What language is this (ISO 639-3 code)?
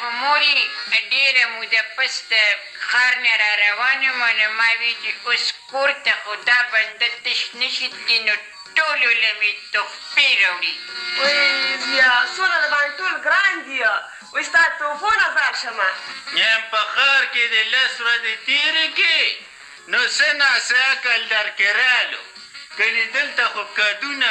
pus